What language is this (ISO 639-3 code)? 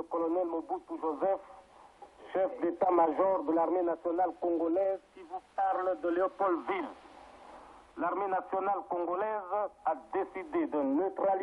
fra